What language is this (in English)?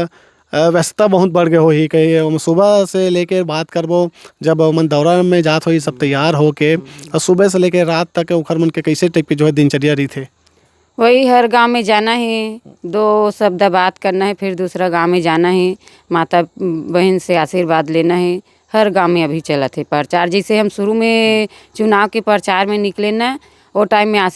Chhattisgarhi